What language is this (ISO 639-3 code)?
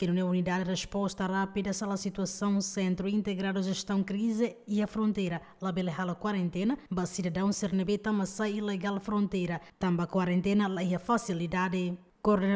tet